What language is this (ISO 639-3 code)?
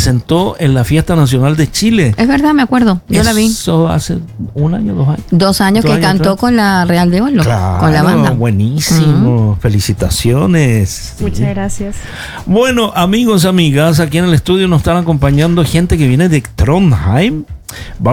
spa